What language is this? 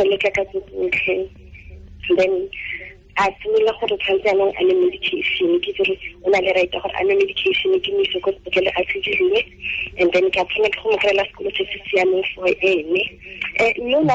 Tswana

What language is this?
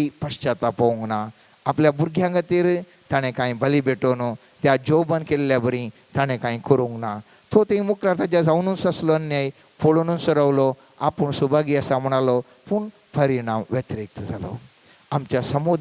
Konkani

